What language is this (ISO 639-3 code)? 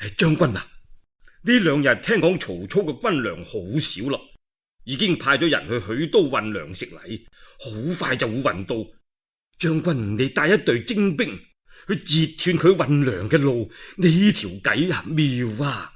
yue